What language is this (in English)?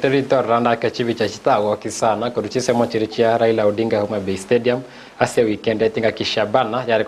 Gusii